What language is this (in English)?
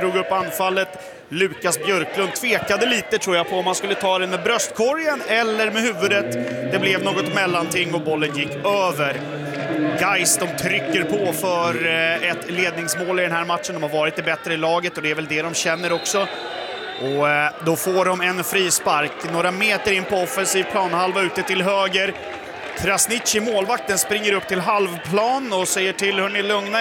Swedish